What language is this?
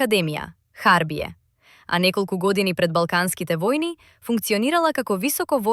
Macedonian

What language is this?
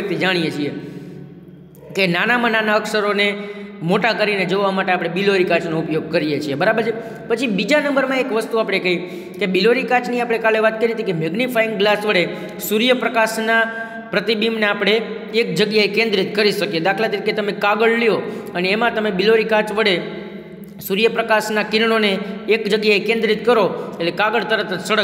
Gujarati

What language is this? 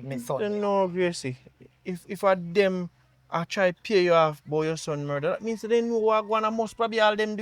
Jamaican Creole English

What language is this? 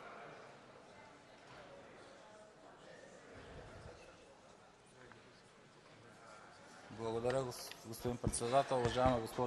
Bulgarian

